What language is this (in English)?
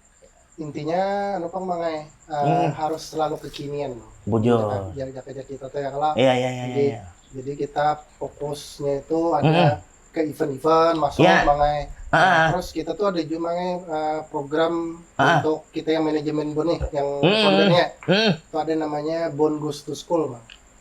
Banjar